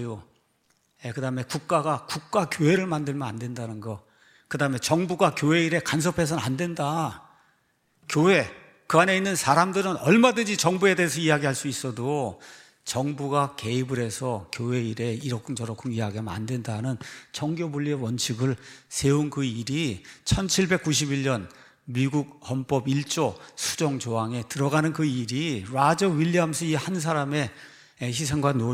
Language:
Korean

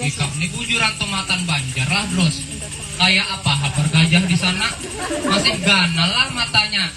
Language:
Banjar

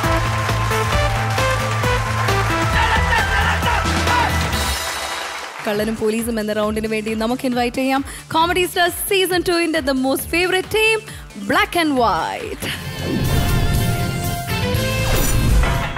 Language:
Malayalam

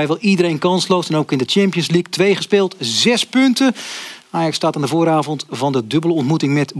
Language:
Dutch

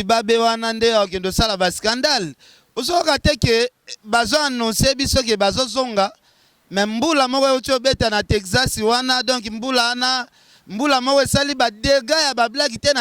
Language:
Lingala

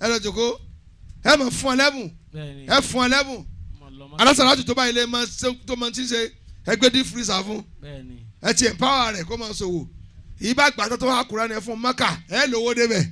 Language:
Yoruba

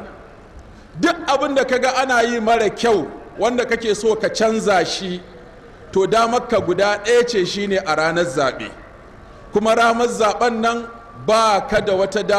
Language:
Hausa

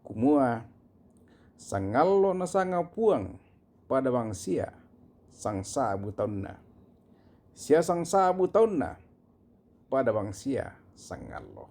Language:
Toraja-Sa'dan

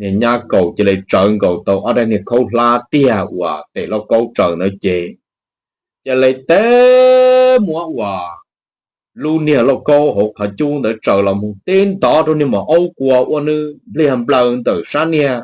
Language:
Hmong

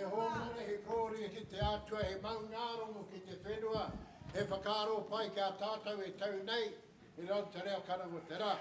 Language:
Māori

